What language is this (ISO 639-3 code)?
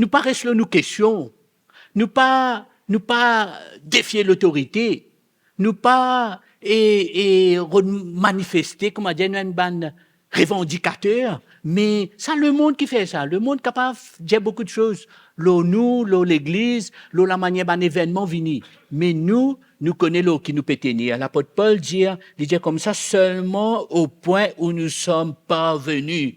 mfe